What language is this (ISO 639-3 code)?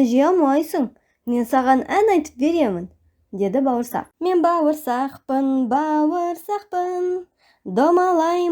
kaz